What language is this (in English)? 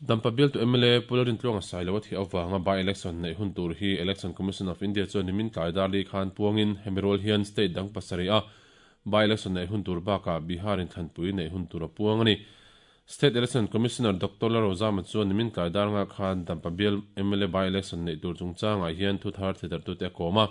Mizo